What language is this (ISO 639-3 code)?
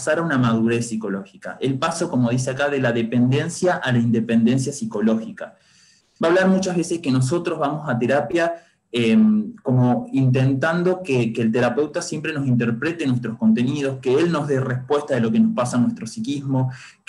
spa